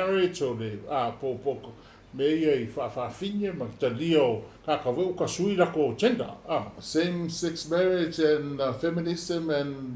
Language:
Samoan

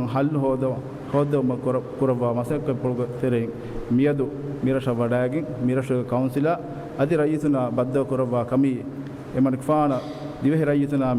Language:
Divehi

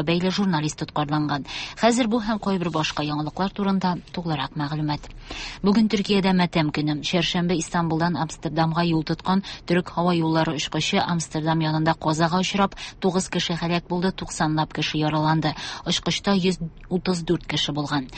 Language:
Tatar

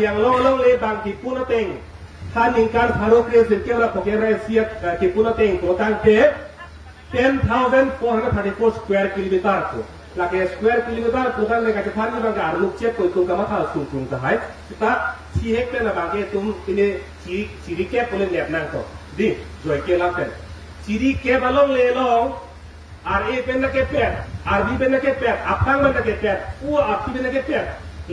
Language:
Karbi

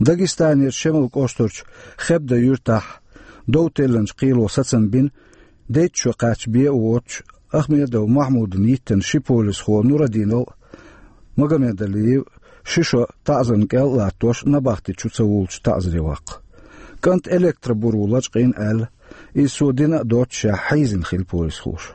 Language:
Chechen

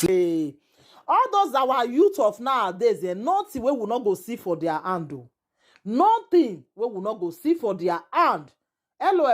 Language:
Nigerian Pidgin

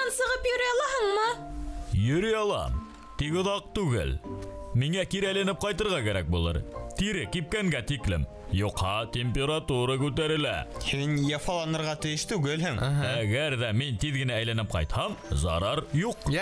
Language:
Bashkir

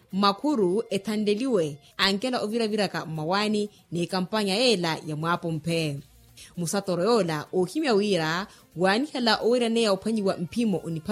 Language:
Makhuwa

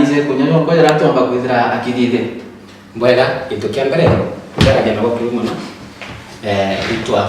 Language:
Meru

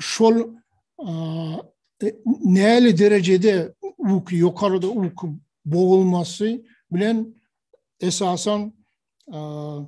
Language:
Turkmen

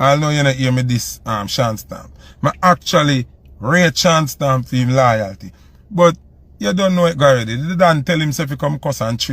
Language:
Jamaican Creole English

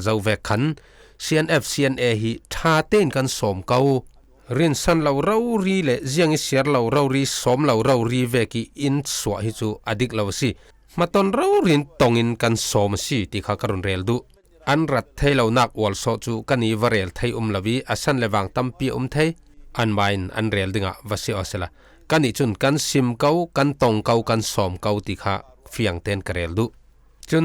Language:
Falam Chin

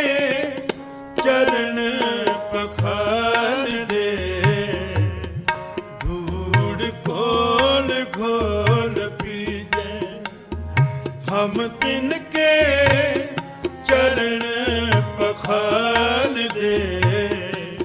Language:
Punjabi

